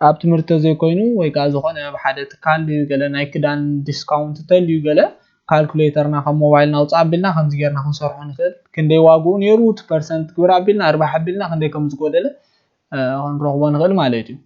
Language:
Tigrinya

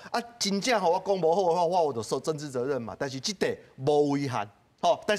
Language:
Min Nan Chinese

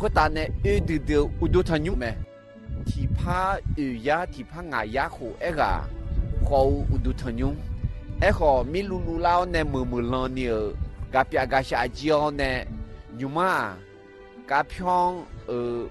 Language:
Akha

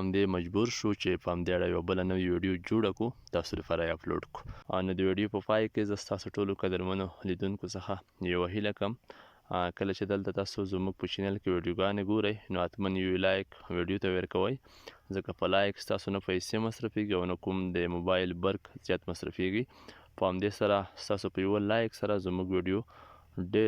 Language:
Pashto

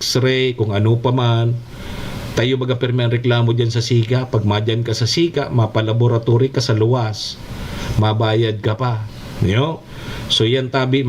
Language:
Bikol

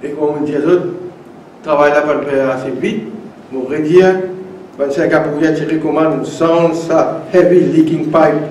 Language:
Morisyen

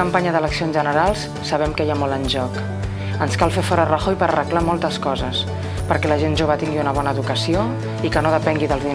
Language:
Catalan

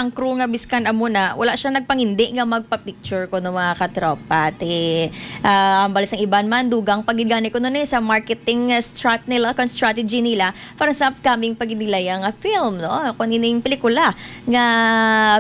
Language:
Hiligaynon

